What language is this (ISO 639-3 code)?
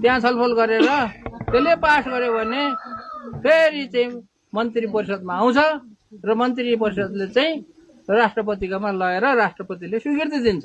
nep